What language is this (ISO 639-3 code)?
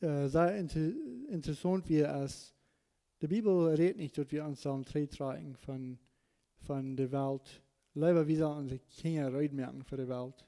pdt